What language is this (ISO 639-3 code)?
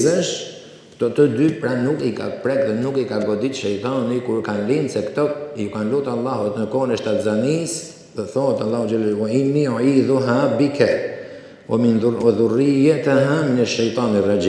sqi